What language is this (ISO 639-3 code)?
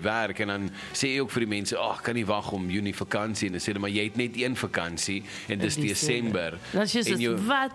afr